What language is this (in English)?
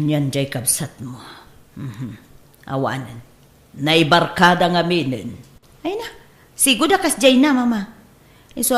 Iloko